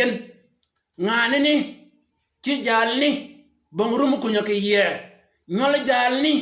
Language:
Shilluk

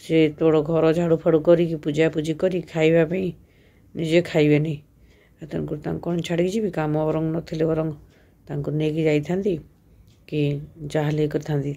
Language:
Odia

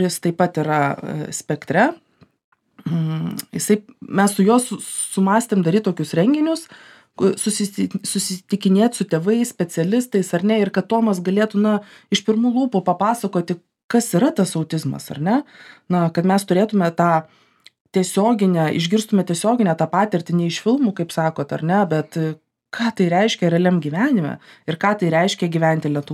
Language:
Lithuanian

